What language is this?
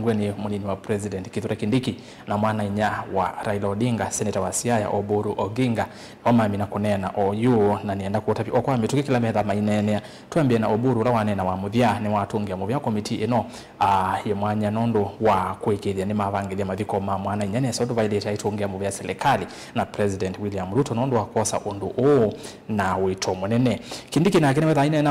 Kamba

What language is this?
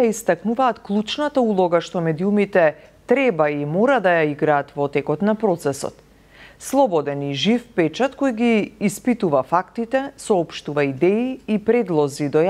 Macedonian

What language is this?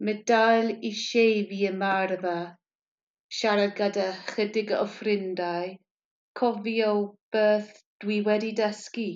Welsh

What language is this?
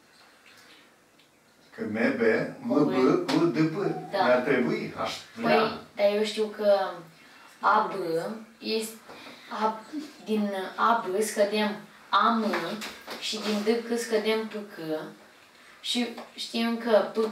Romanian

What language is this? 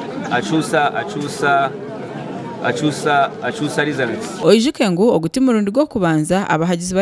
Nyankole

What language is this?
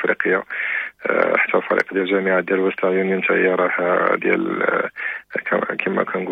Moroccan Arabic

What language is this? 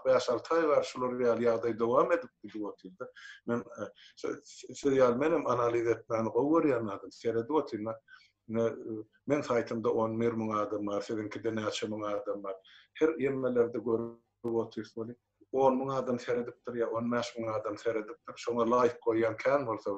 Turkmen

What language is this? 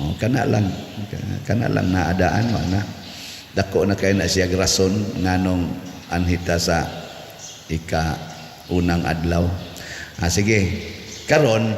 Cebuano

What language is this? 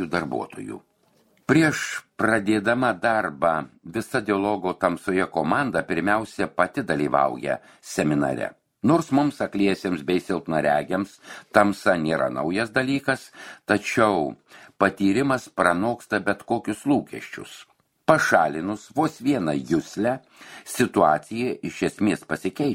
Lithuanian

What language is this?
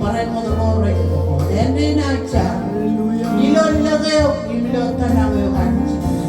Marshallese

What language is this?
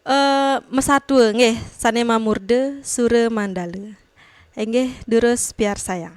Balinese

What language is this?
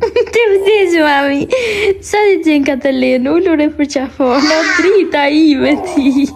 Albanian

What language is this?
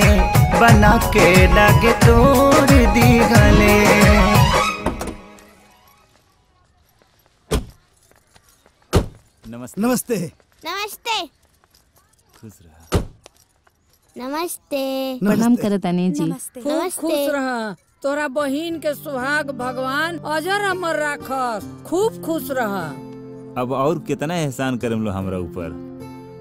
Bhojpuri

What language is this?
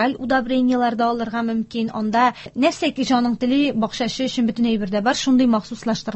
Tatar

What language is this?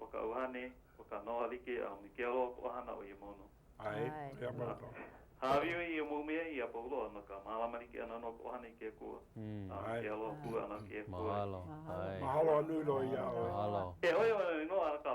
Hawaiian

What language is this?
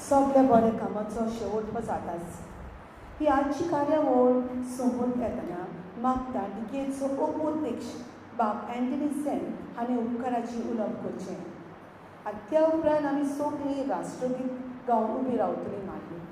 Konkani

